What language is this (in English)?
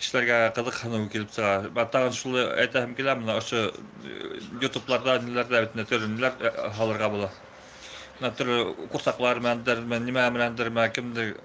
Bashkir